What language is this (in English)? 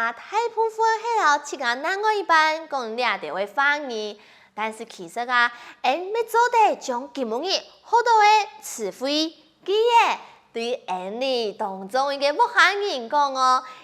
Hakka Chinese